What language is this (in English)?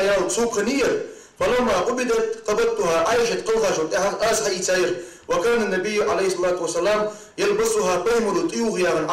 Ingush